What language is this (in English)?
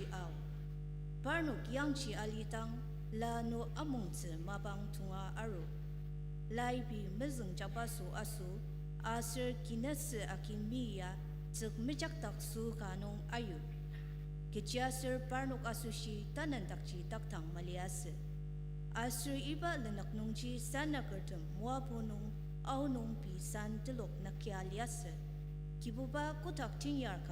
Ao Naga